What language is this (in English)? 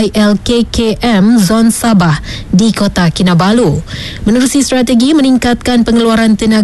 Malay